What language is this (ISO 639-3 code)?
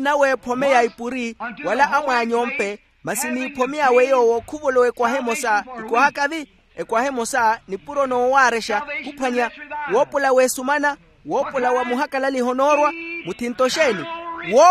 vmw